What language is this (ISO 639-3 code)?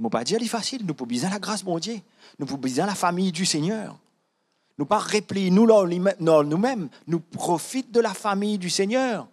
mfe